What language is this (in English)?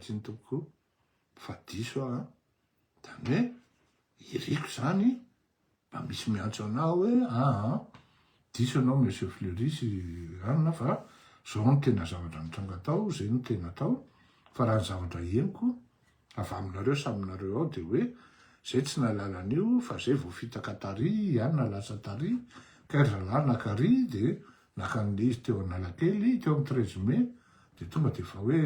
Malagasy